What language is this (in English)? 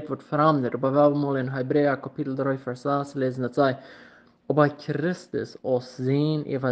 Plautdietsch